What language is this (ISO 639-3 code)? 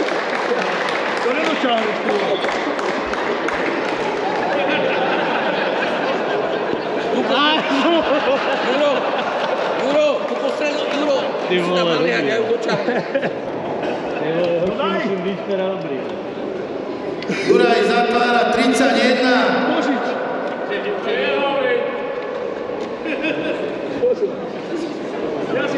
slk